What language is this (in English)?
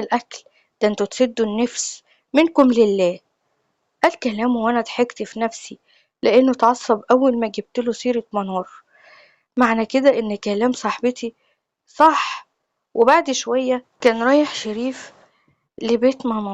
Egyptian Arabic